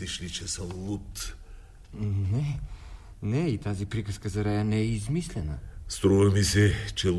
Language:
Bulgarian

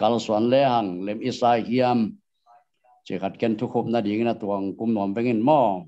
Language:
Tedim Chin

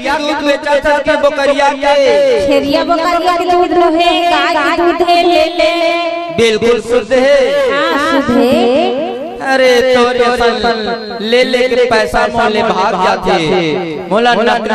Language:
Chhattisgarhi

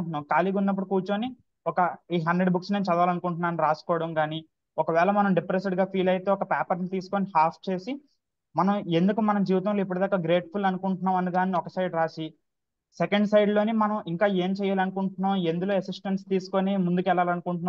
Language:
Telugu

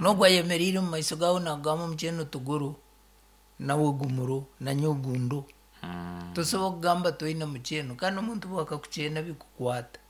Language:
Nyankole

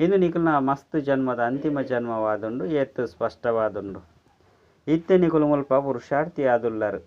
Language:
Tulu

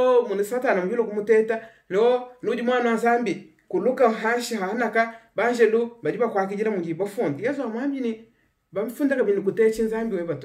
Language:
Luba-Lulua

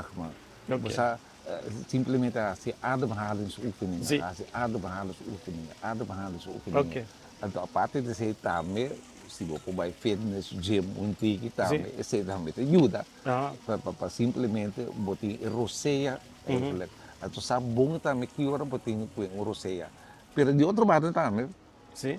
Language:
Papiamento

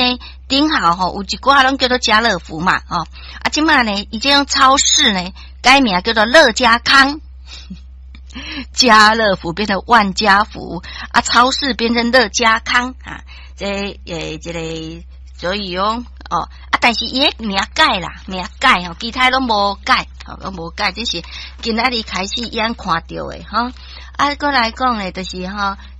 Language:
Min Nan Chinese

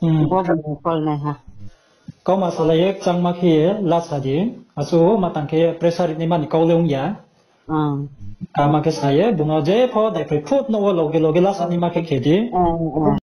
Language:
Riang (India)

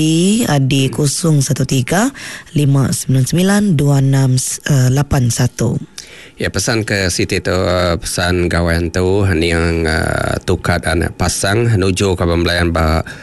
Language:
Iban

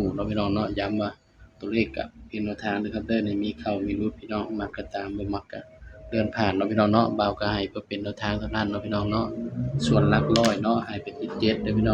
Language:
Northeastern Thai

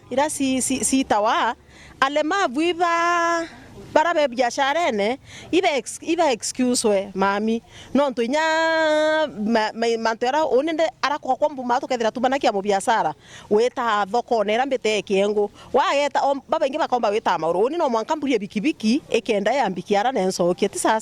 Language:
Meru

